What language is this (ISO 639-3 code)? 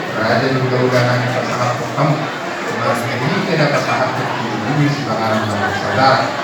bbc